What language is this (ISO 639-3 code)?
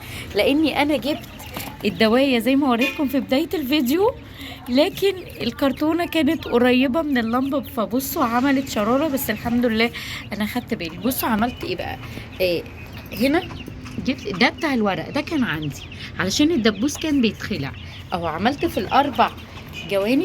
arz